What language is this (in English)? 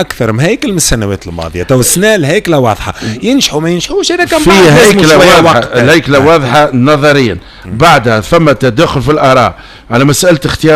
Tunisian Arabic